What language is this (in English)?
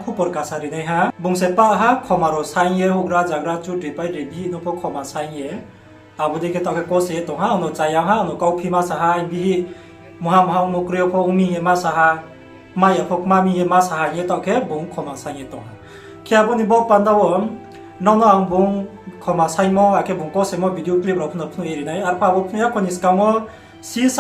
Riang (India)